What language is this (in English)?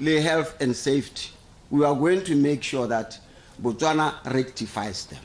Tswana